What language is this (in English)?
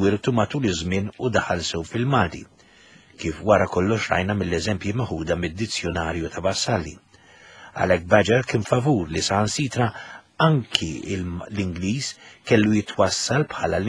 Maltese